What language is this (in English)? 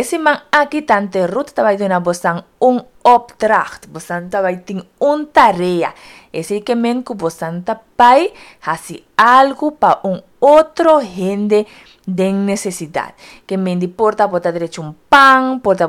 Papiamento